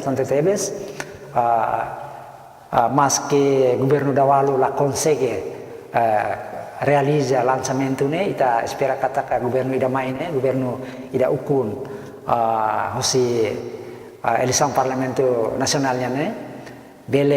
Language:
Tetum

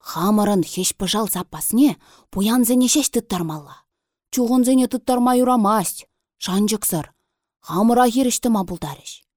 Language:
Chuvash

